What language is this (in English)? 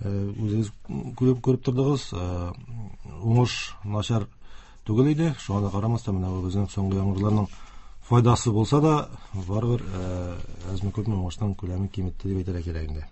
Tatar